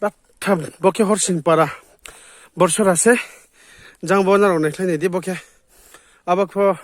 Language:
Riang (India)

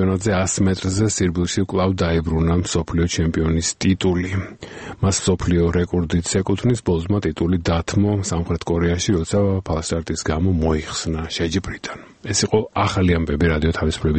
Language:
Georgian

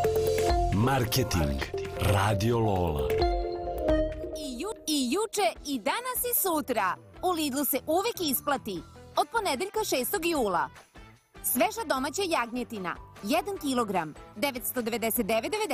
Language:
Serbian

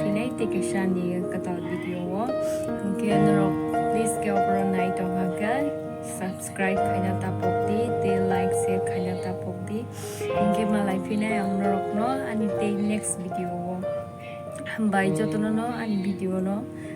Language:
Kok Borok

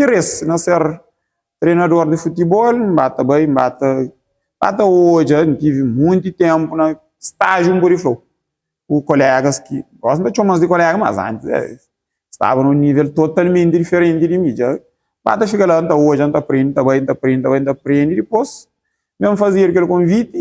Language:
Kabuverdianu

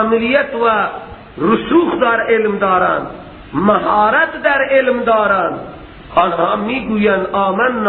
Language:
Persian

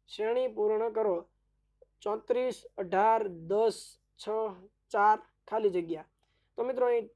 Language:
Gujarati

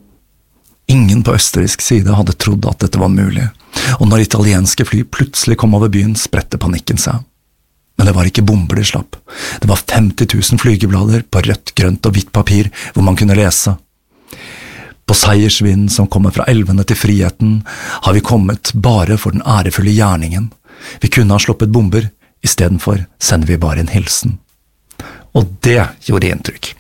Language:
Norwegian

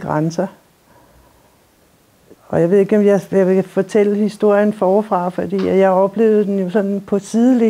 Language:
Danish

